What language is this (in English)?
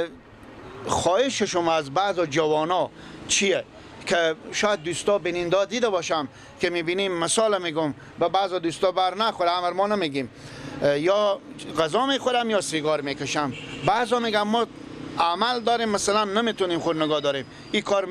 Persian